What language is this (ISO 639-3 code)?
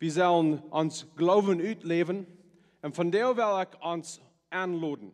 pdt